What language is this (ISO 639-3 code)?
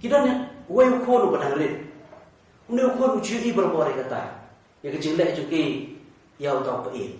kha